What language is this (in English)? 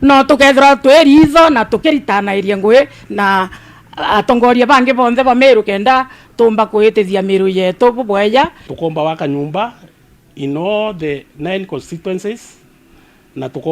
Meru